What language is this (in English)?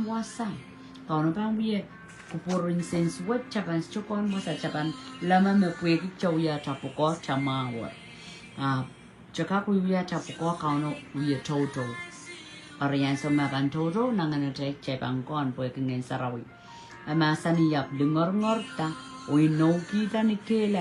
Pohnpeian